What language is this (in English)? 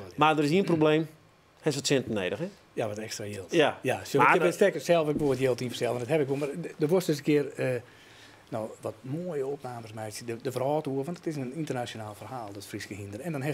Western Frisian